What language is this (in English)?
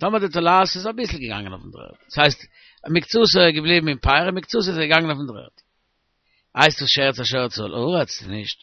Yiddish